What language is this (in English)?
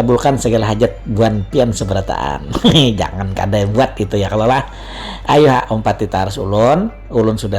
Banjar